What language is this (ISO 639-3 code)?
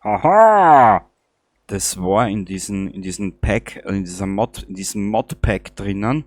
bar